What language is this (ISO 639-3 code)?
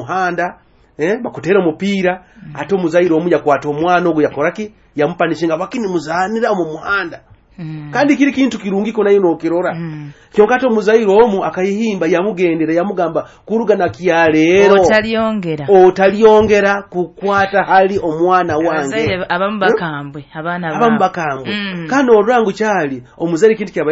nyo